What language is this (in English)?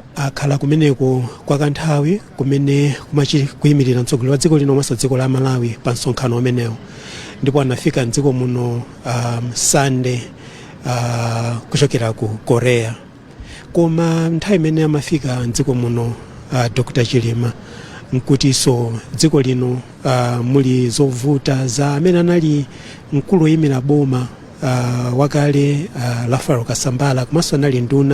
Nyanja